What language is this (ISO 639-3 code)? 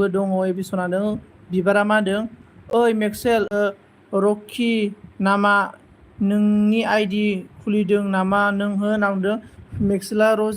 brx